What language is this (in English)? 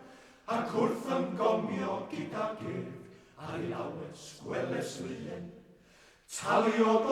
Welsh